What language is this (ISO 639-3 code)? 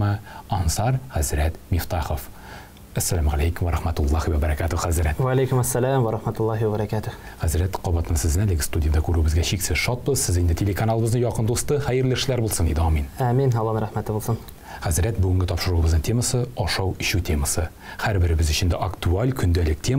tat